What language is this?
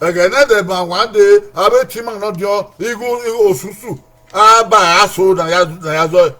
Bini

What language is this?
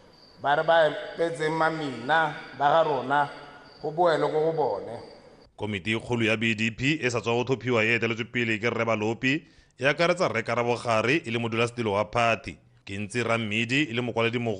Tswana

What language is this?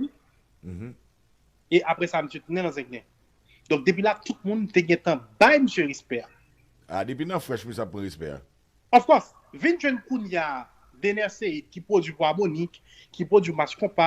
Haitian Creole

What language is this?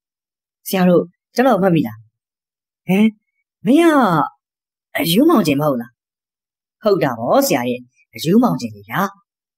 Burmese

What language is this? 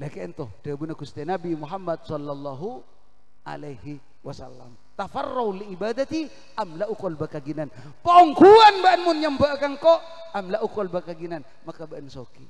Madurese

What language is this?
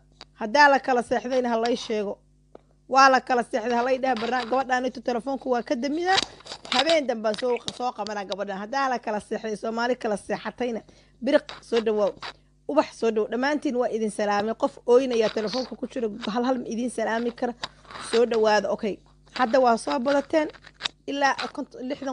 Somali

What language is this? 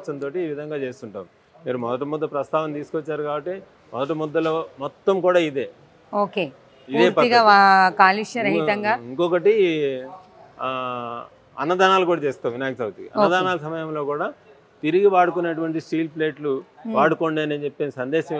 Telugu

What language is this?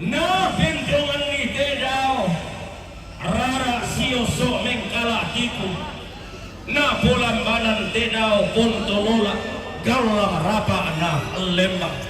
Toraja-Sa'dan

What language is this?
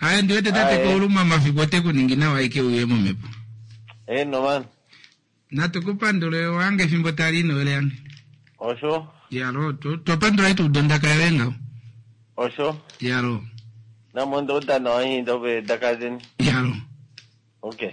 Kuanyama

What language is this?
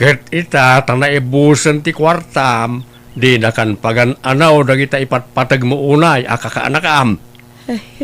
Iloko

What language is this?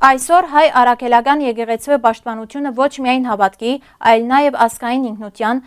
Western Armenian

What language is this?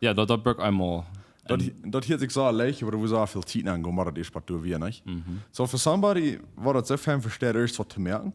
Plautdietsch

